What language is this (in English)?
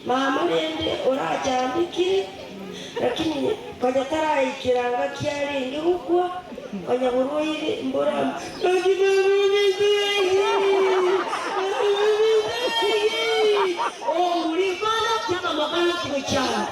Gusii